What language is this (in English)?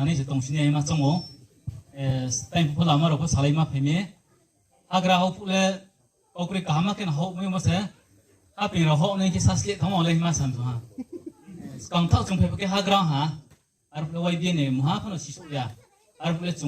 Riang (India)